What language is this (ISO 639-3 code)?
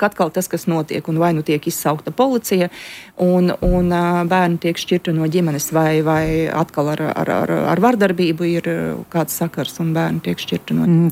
lav